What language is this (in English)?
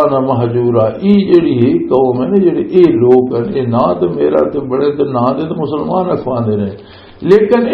Western Panjabi